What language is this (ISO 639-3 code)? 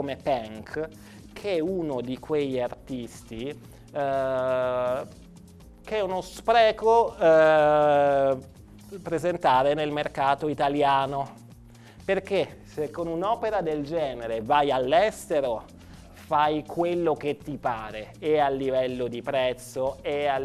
ita